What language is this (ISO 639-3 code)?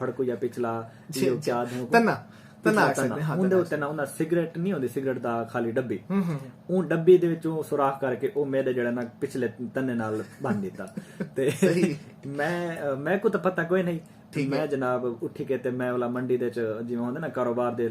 skr